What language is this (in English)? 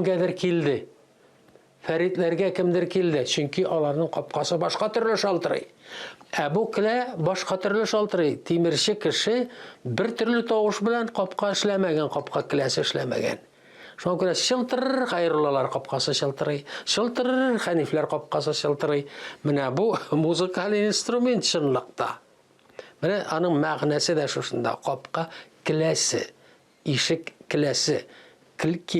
Tatar